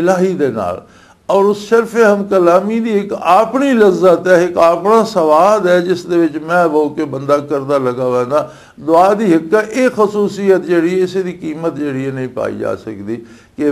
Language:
Western Panjabi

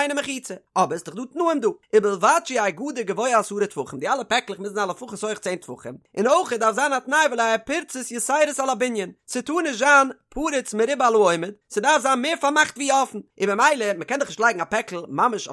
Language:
Yiddish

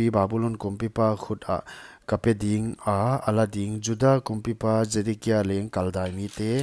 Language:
Paite Chin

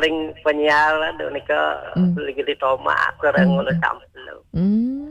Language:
Balinese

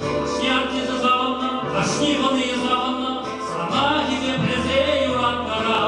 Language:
Chuvash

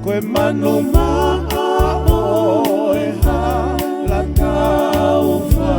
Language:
Tongan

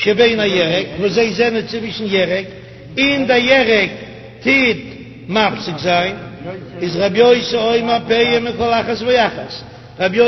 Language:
Yiddish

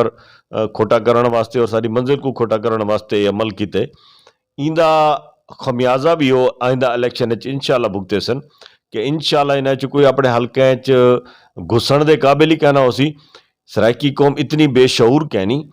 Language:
Saraiki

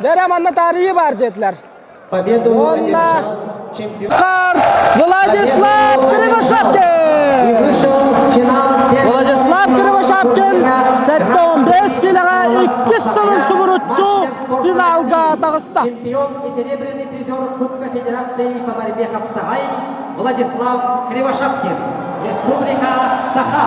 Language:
Yakut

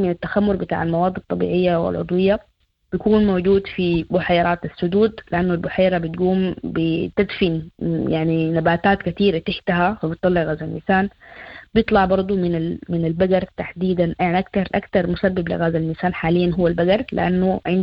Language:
Sudanese Arabic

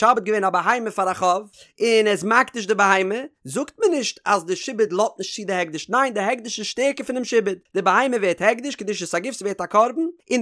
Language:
Yiddish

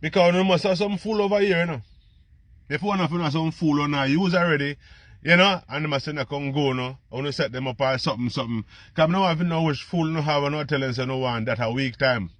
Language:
Jamaican Creole English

